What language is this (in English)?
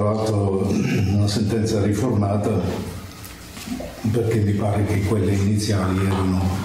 Italian